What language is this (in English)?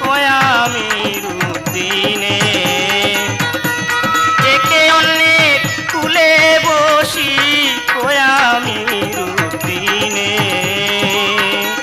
Bangla